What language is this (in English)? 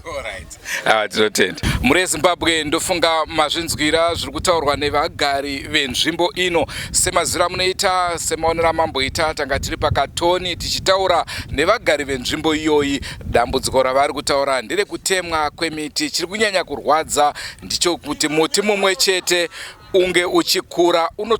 Shona